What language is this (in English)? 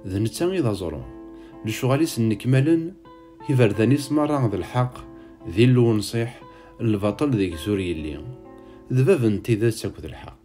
Kabyle